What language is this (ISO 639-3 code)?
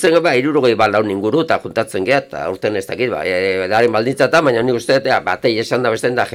eus